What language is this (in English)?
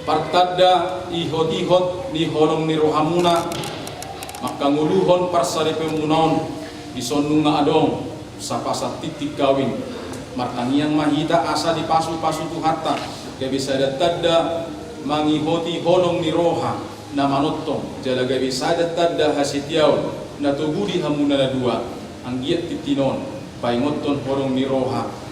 Batak Toba